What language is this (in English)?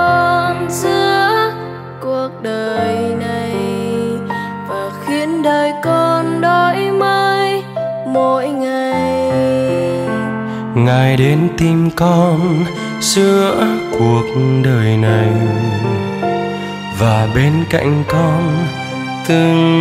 Vietnamese